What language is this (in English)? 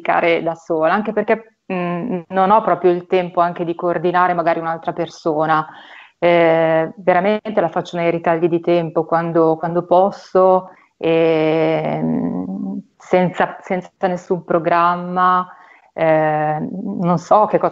Italian